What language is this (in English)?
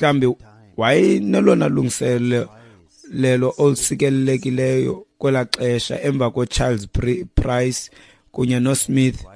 Xhosa